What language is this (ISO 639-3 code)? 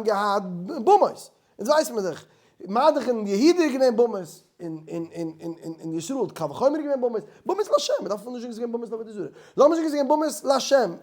yid